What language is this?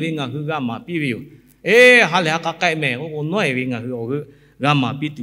Lahu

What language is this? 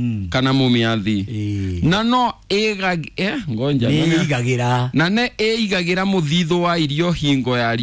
Kikuyu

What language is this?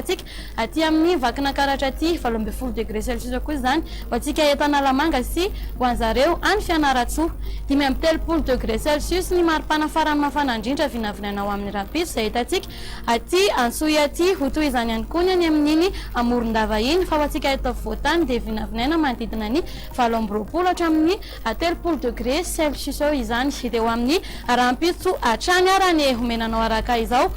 Malagasy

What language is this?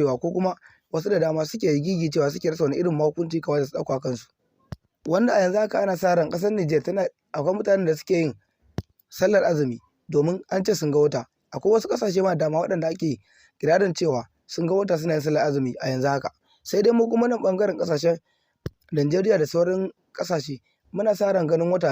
Hausa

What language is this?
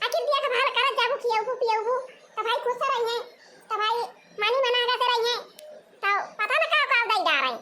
Awadhi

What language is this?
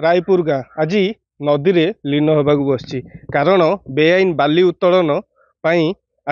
Odia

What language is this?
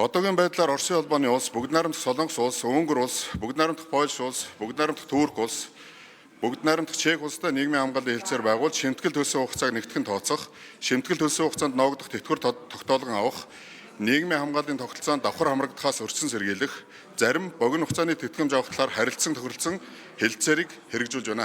Mongolian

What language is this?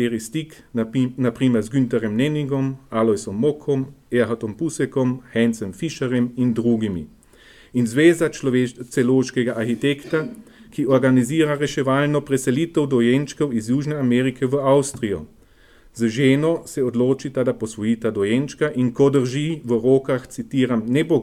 Slovenian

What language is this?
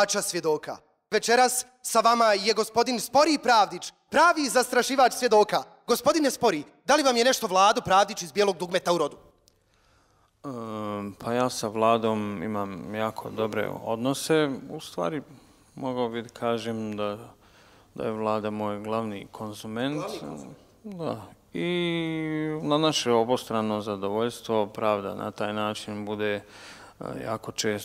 Bosnian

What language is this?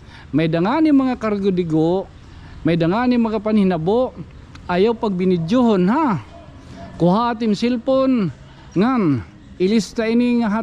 Waray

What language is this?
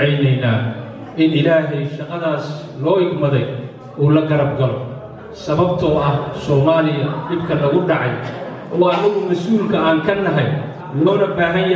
Somali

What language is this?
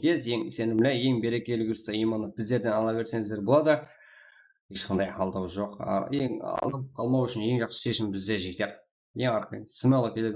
Kara-Kalpak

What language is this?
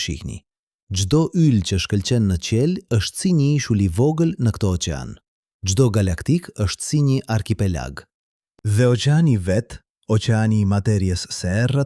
Albanian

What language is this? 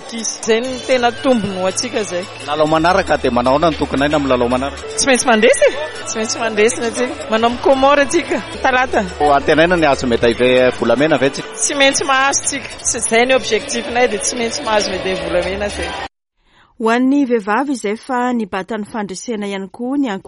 Malagasy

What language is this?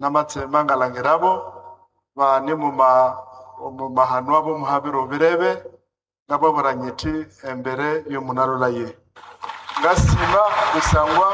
Nande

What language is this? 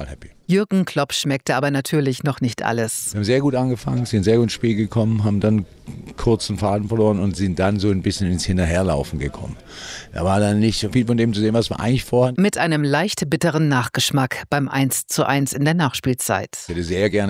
German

